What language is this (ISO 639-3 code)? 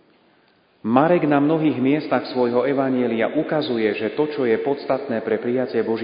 slk